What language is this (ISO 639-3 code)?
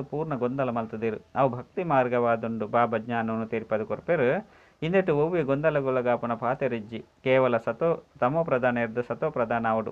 tcy